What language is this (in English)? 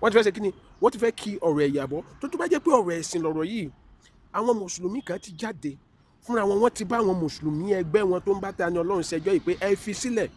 Yoruba